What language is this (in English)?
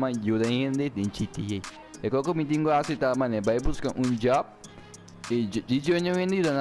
Papiamento